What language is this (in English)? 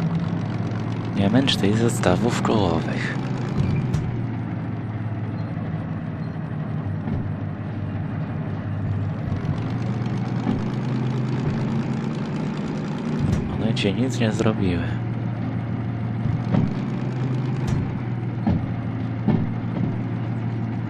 Polish